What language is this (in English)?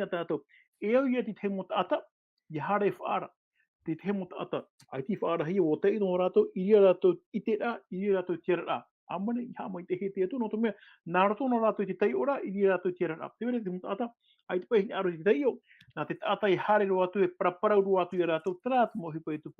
Tahitian